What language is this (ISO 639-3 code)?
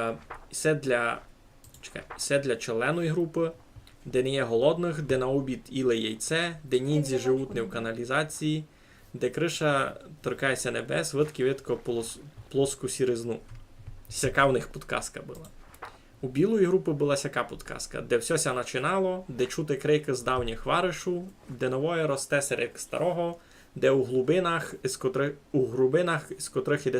rue